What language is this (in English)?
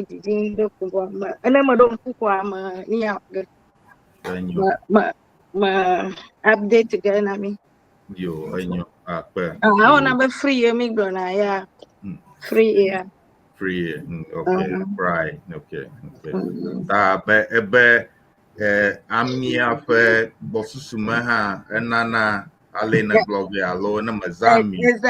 Ewe